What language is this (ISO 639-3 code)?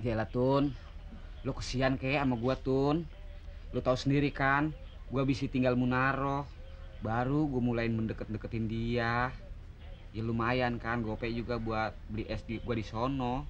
bew